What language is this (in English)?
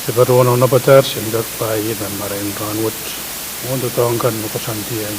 Pohnpeian